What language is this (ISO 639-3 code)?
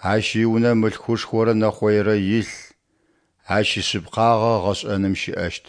ady